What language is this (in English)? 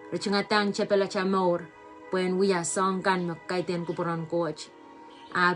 Pohnpeian